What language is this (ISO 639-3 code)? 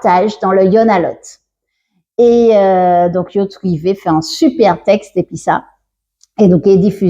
gcf